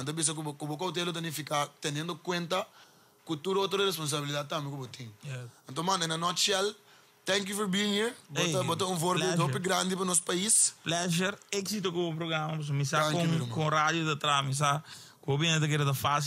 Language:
Papiamento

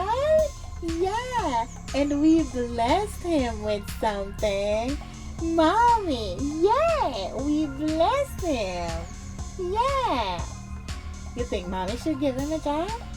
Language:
Jamaican Creole English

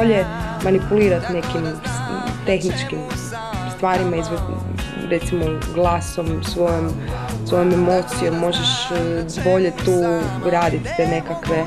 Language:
Croatian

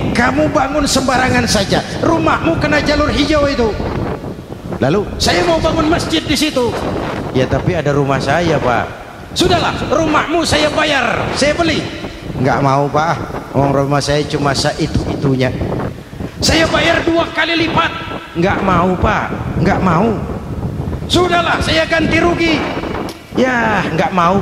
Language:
Indonesian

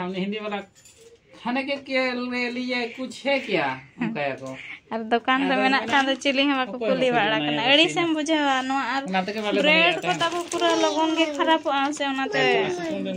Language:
Santali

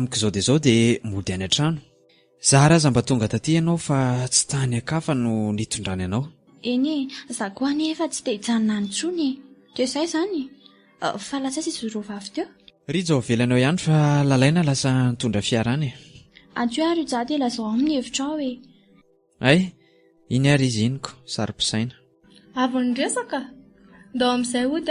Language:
Malagasy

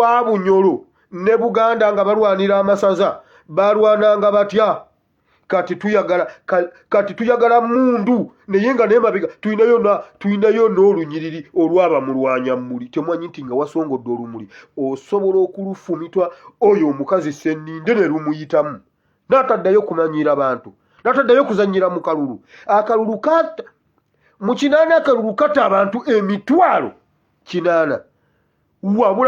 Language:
Ganda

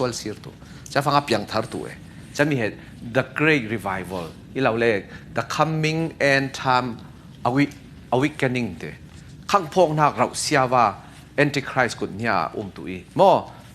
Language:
Falam Chin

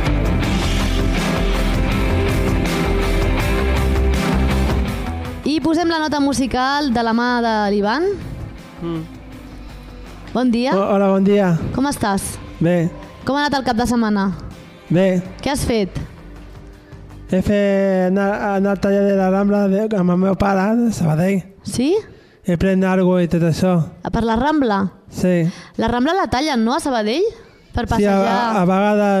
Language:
Catalan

